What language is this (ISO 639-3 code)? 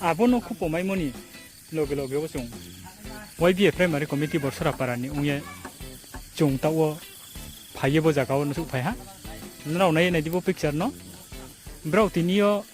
ria